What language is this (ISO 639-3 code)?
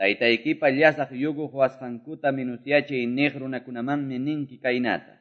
que